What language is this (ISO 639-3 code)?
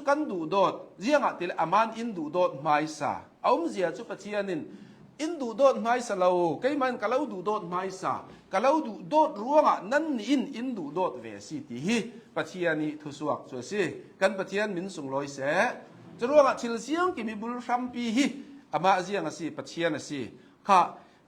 cnh